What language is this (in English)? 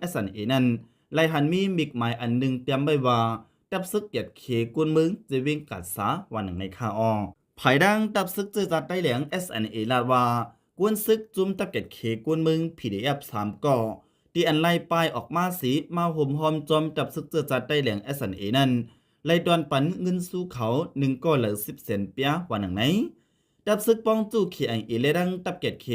Shan